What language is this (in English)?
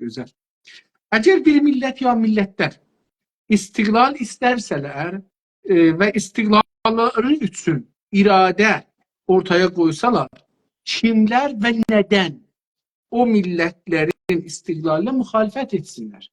South Azerbaijani